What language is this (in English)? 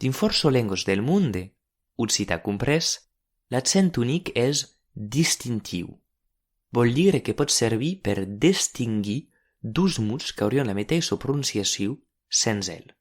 Occitan